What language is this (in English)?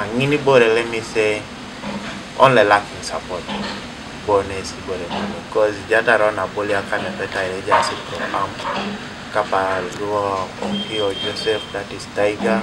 Teso